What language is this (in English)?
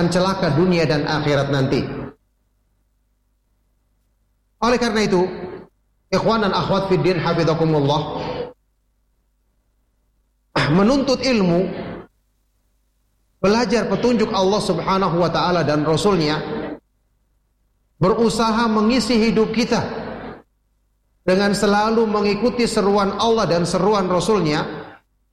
Indonesian